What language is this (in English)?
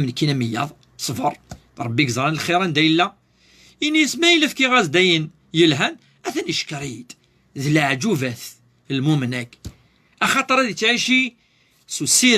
Kabyle